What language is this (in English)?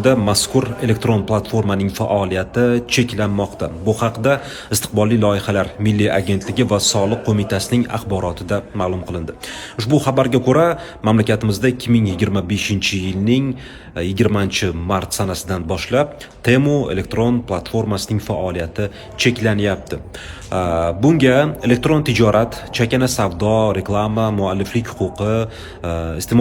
Uzbek